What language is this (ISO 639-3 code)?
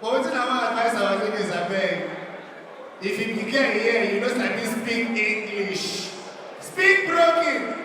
pcm